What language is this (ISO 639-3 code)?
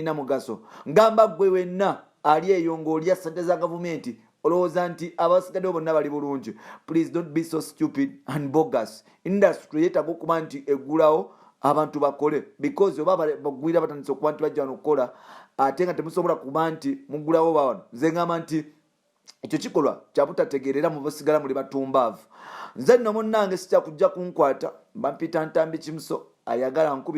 lug